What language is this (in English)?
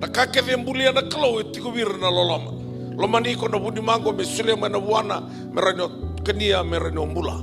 Fijian